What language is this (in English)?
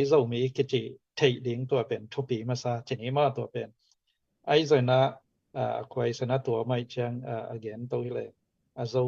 Tedim Chin